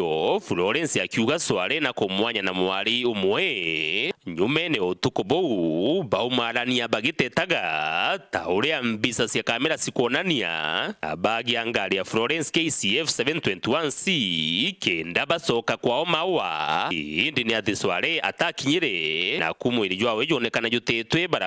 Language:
Meru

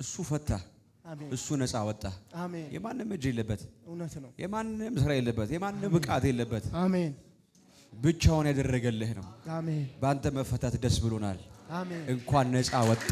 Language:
Amharic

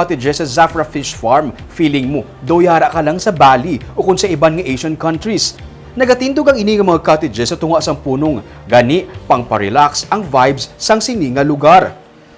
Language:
Hiligaynon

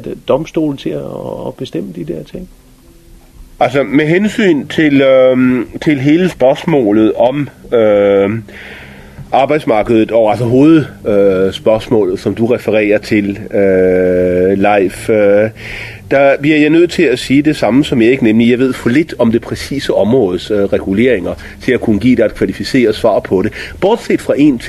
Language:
Danish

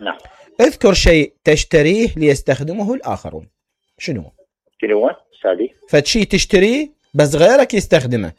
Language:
Mesopotamian Arabic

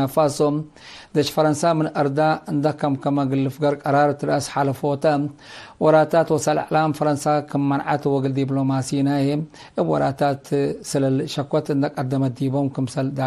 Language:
Tigre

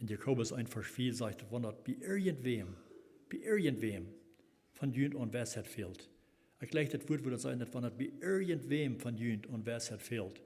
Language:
Plautdietsch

